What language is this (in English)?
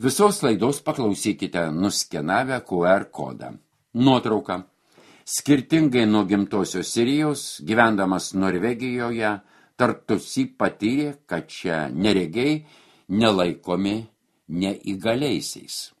Lithuanian